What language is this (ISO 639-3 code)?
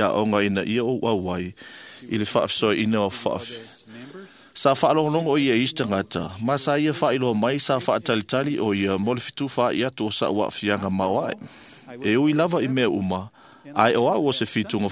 smo